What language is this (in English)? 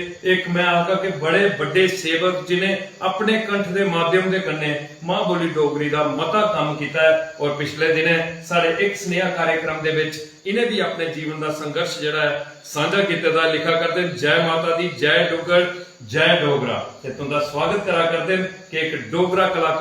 Dogri